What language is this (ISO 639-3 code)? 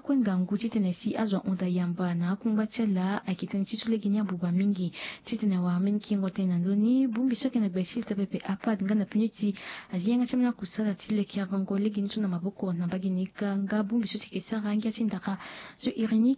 sag